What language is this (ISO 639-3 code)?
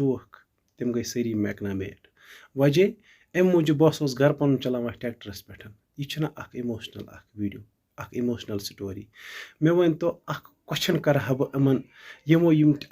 kas